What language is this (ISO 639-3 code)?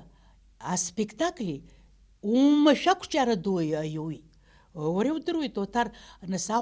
abk